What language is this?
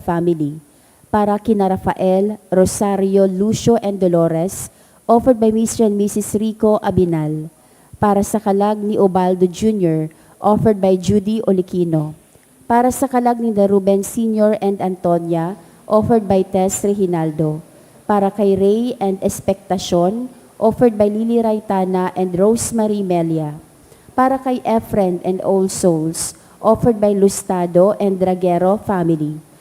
Bikol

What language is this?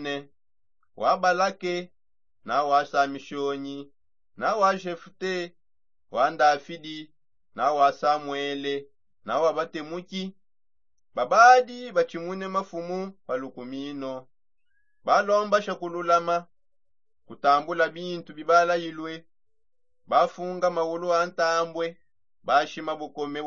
Songe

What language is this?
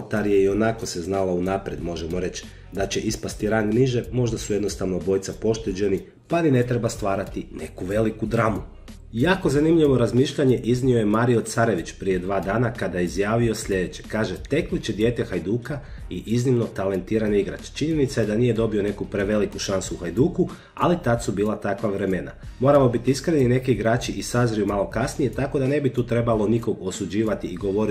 Croatian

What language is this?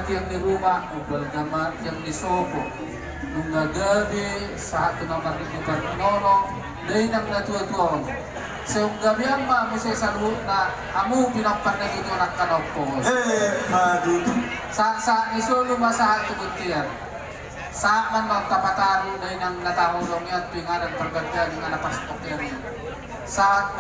Batak Toba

